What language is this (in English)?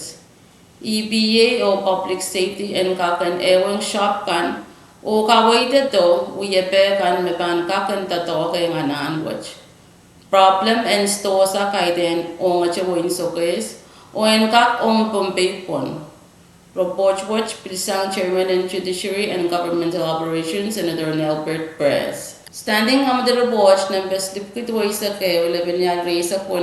Pohnpeian